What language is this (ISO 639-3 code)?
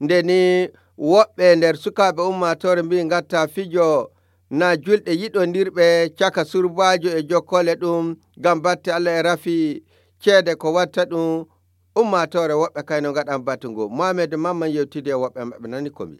ful